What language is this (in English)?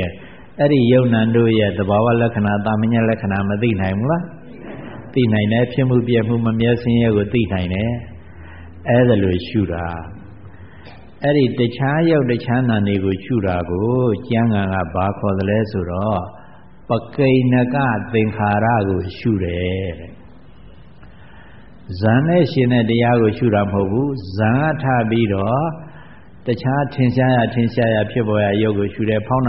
Burmese